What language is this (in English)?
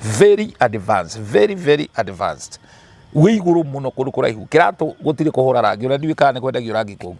Kikuyu